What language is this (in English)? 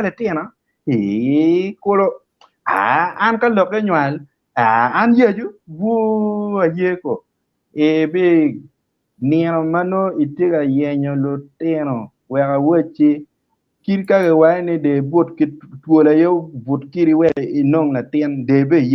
Acoli